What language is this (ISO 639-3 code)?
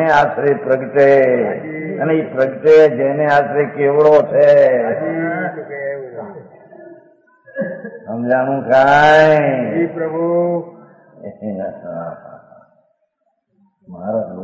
guj